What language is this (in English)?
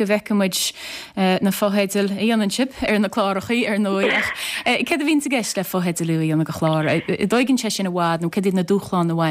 Irish